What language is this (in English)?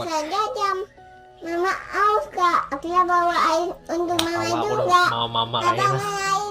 Banjar